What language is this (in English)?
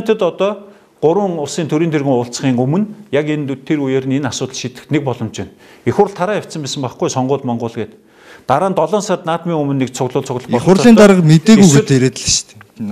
Mongolian